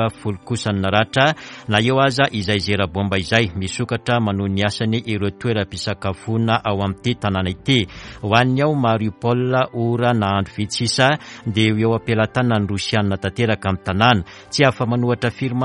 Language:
Malagasy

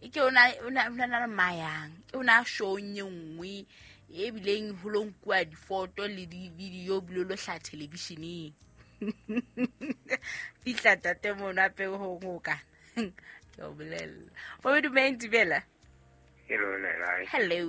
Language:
Southern Sotho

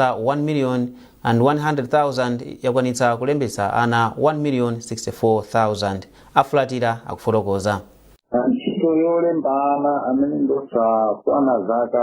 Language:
Nyanja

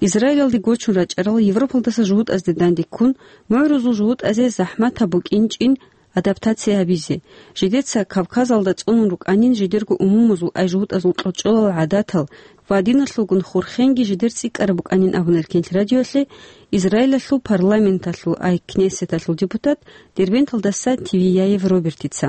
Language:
Avaric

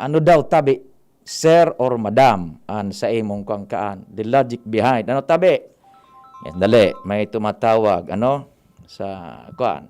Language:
Bikol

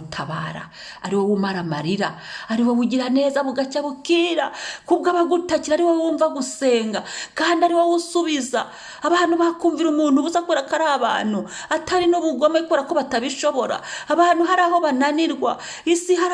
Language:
Kinyarwanda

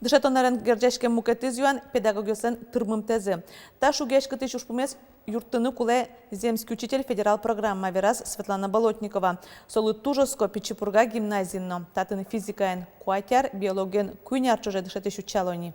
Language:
Udmurt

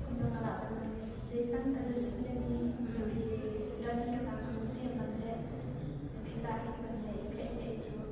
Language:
Khasi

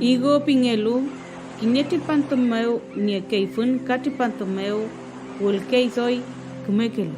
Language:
Mapuche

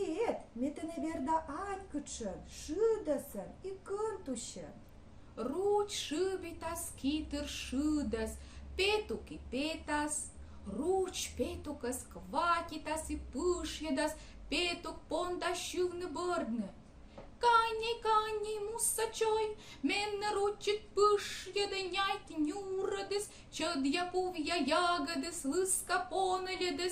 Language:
Komi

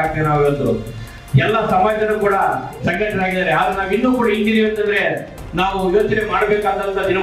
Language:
Kannada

